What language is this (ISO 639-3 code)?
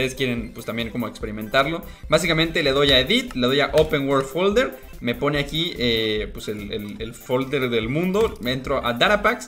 spa